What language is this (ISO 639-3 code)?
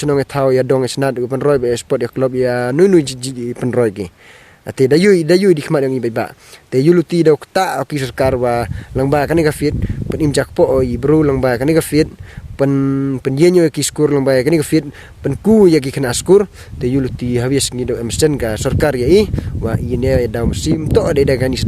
pbv